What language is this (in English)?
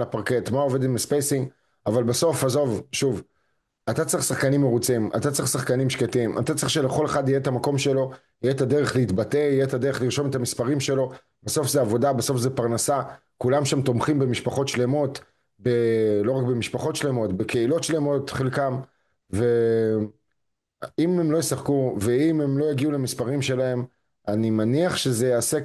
Hebrew